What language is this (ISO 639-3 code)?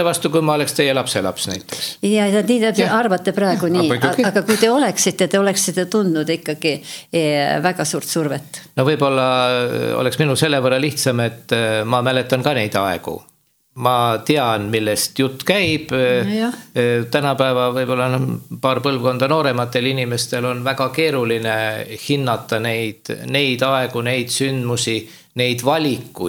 est